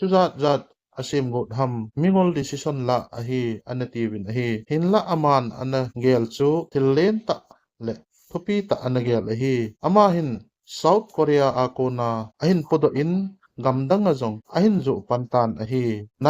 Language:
Thado Chin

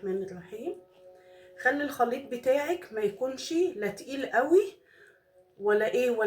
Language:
Egyptian Arabic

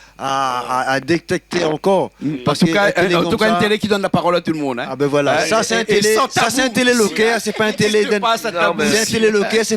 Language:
Réunion Creole French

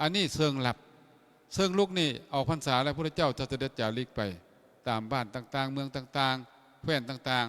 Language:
Lao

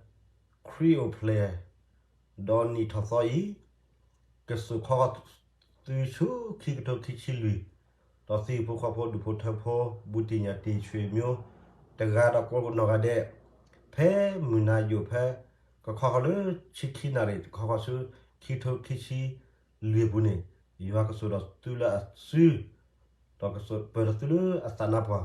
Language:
S'gaw Karen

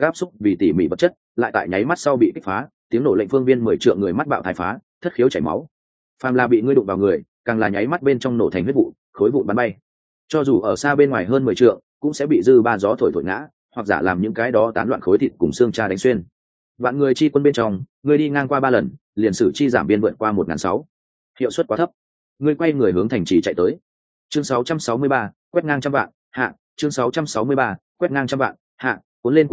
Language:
Vietnamese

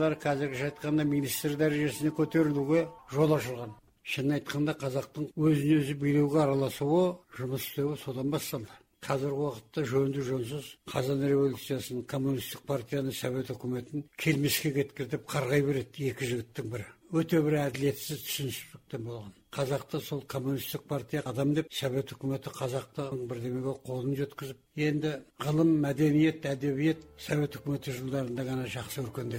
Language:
Kazakh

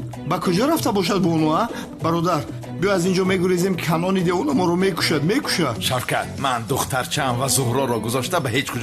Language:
Tajik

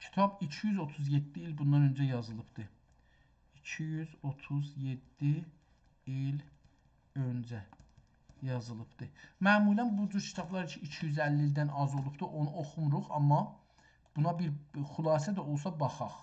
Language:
South Azerbaijani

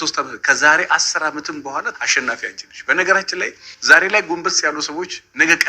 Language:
Amharic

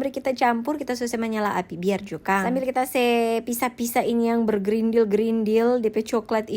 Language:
Manado Malay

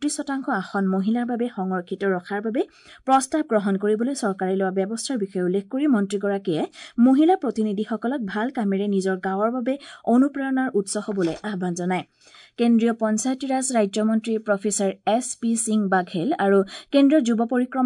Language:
Assamese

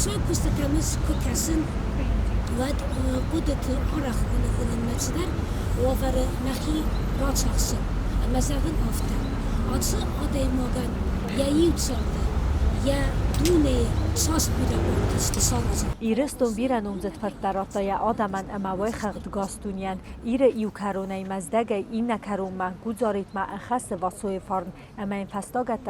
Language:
Ossetic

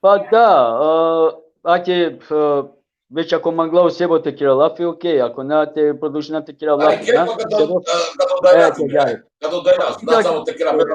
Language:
Balkan Romani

